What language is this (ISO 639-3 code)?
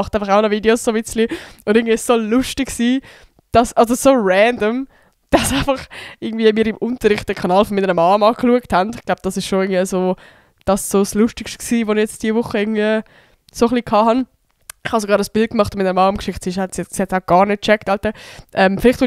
gsw